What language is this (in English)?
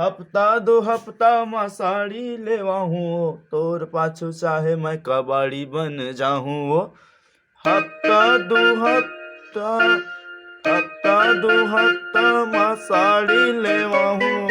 Chhattisgarhi